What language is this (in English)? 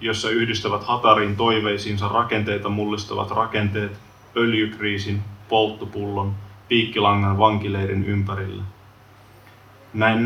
Finnish